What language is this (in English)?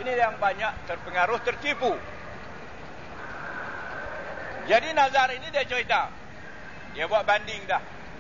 Malay